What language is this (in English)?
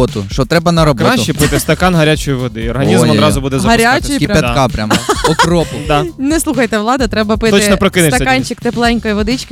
Ukrainian